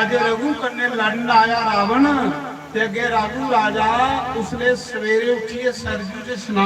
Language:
Dogri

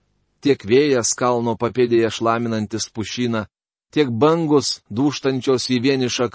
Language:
Lithuanian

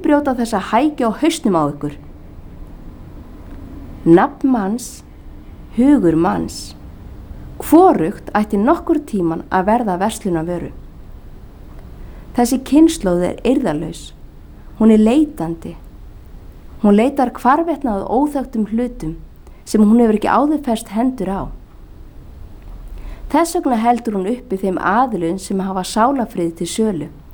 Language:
Icelandic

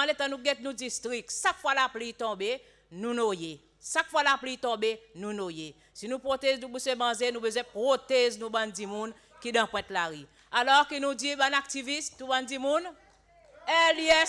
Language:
Seselwa Creole French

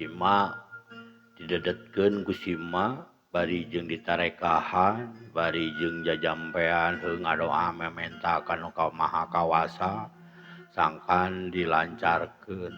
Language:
Sundanese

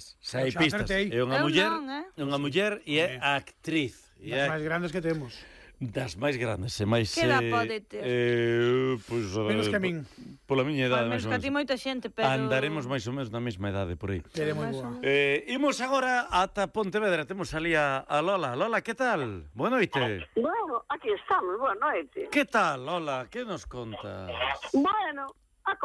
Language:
Galician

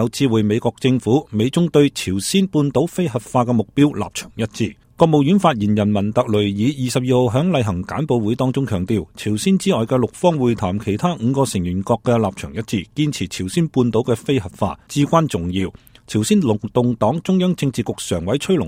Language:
Cantonese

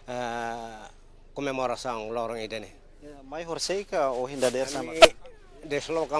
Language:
Tetum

